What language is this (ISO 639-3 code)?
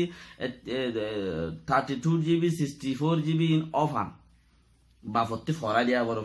rhg